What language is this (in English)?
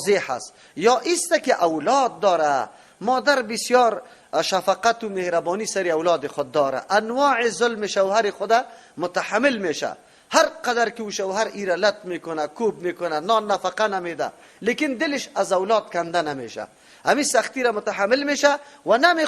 Persian